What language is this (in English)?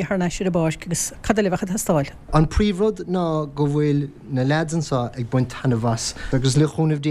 Irish